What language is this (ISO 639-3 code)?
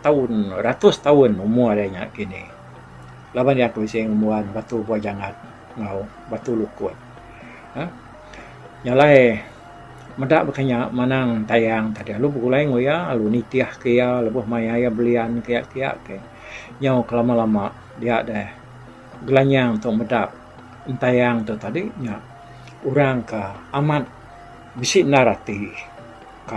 iba